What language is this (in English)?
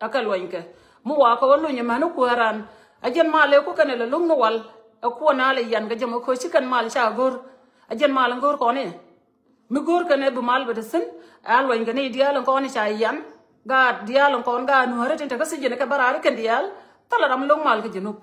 Nuer